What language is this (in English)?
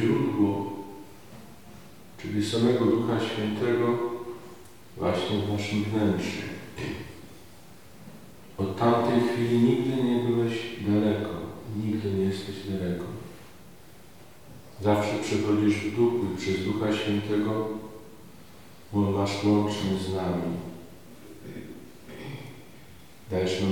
Polish